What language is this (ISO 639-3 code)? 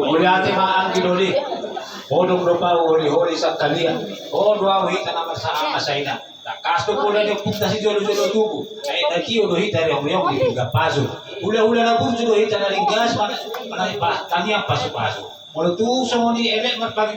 bbc